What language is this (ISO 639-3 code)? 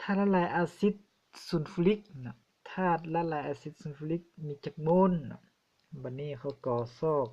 lao